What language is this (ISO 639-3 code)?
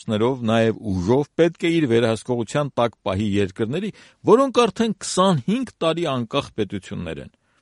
hye